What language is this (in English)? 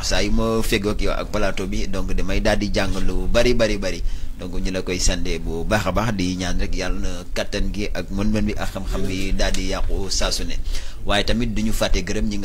Wolof